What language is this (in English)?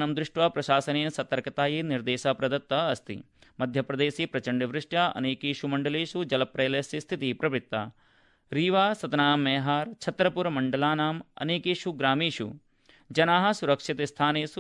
Sanskrit